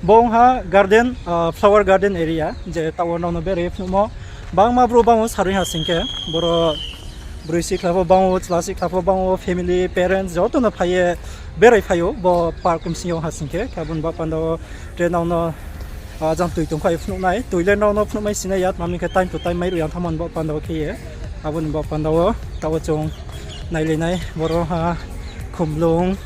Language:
Riang (India)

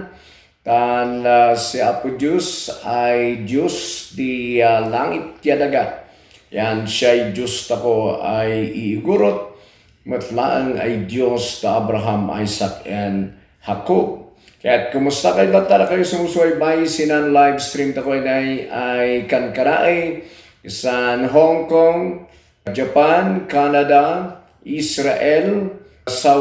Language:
Kankanaey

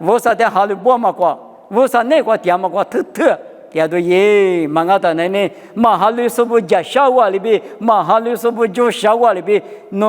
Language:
Lisu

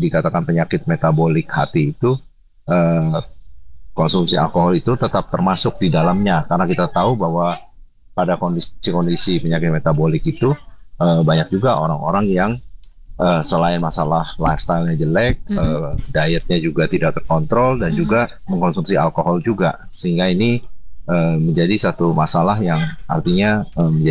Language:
Indonesian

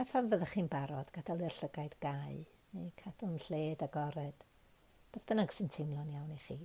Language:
Welsh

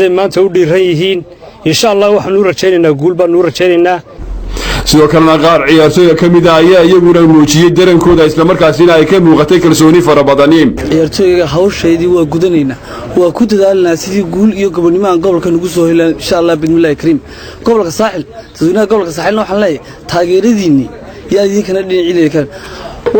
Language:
Somali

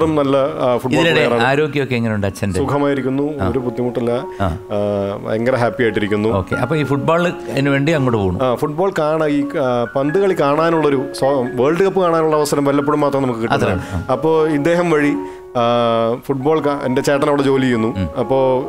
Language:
Malayalam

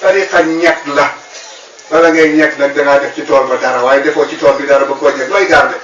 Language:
Wolof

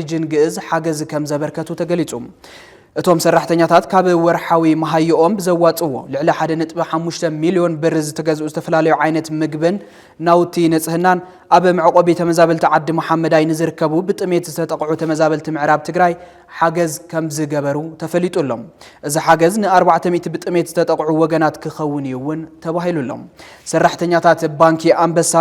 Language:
Tigrinya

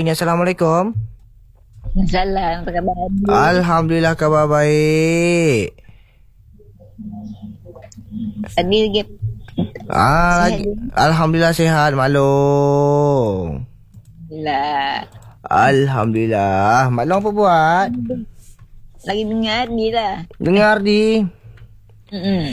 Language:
Malay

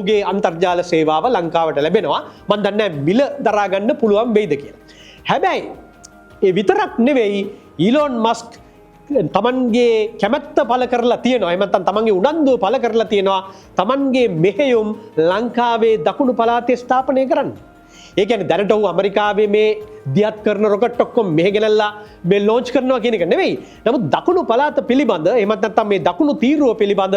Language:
Sinhala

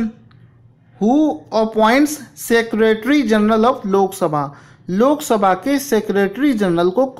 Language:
Hindi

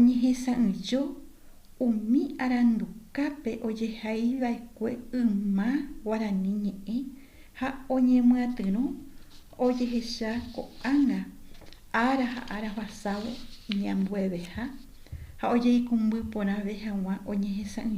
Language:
Guarani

